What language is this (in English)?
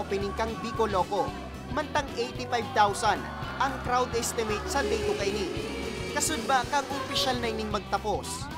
Bikol